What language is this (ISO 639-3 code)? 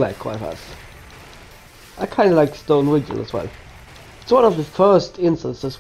eng